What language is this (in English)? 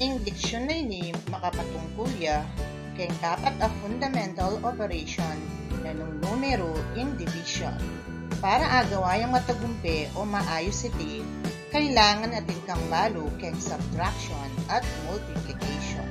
Pampanga